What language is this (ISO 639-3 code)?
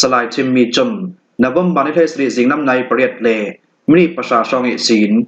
cfm